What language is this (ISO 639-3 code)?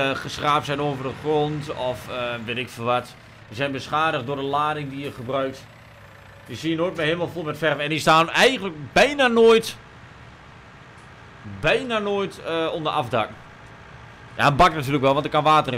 nld